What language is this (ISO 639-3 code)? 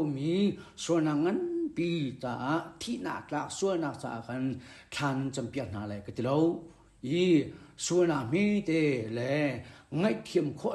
cnh